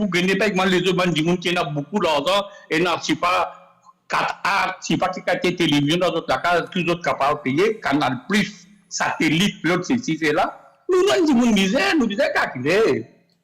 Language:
Morisyen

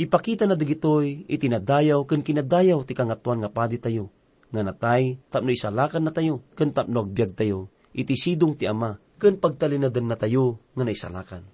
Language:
Iloko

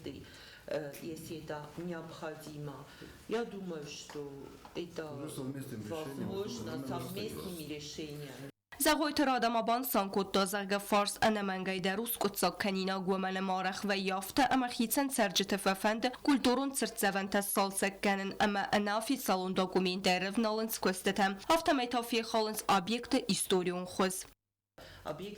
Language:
Ossetic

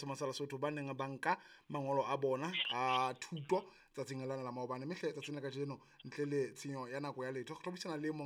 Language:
Southern Sotho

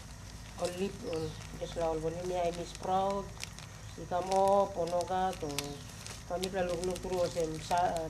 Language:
Tok Pisin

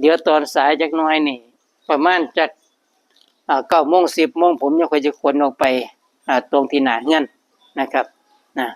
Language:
Northeastern Thai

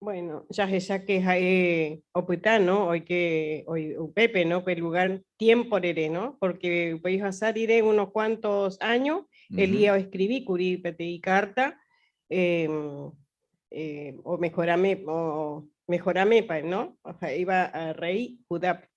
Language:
Guarani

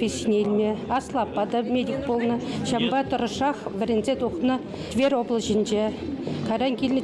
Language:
Chuvash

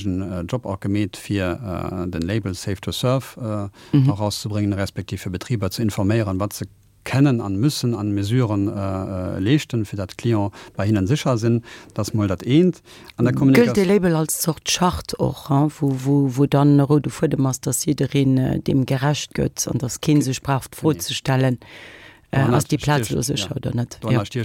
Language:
Luxembourgish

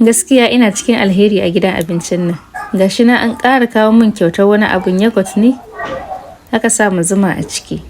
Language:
Hausa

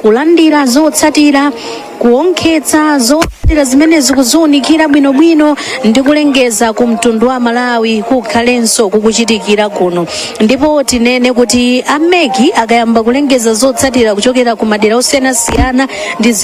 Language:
Nyanja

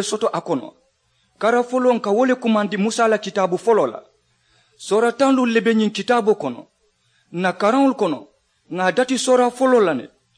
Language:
Mandingo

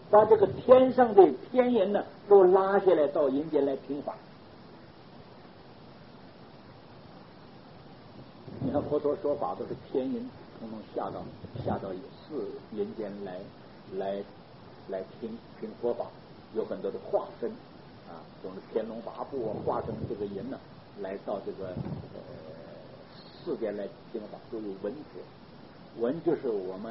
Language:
Chinese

